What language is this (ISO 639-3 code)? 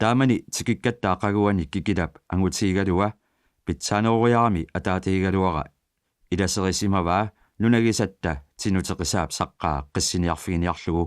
kal